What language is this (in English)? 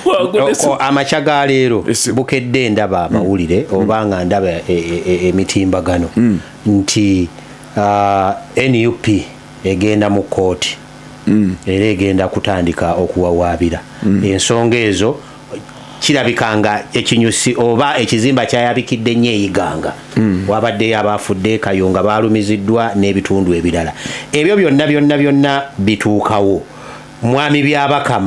Ganda